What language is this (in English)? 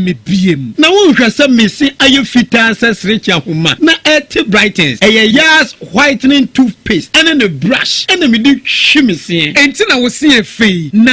Akan